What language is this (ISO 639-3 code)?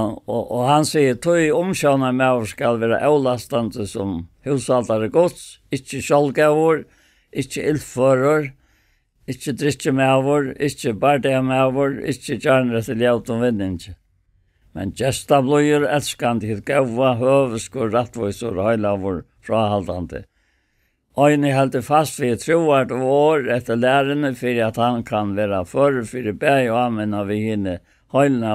fao